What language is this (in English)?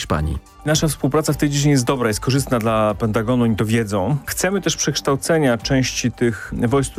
Polish